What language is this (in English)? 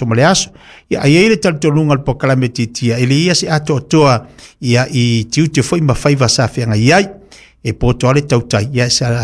Samoan